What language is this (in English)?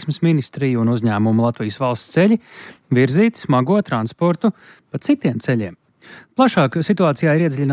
Latvian